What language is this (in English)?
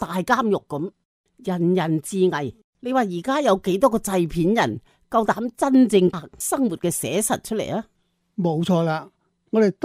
Cantonese